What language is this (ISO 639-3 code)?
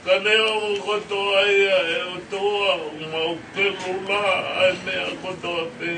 ton